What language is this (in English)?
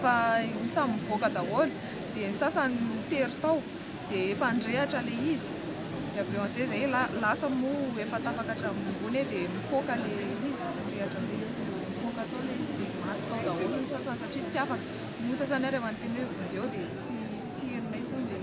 Malagasy